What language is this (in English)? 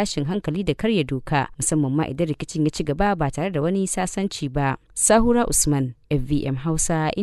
Hausa